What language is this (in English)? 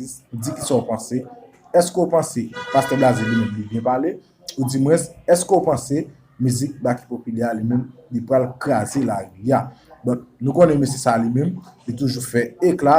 Haitian Creole